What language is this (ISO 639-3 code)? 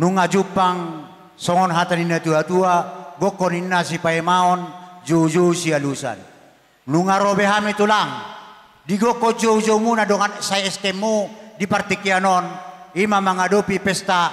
bbc